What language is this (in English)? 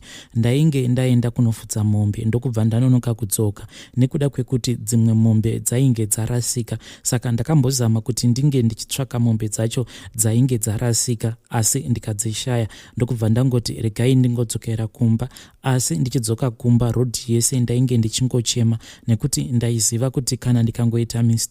Shona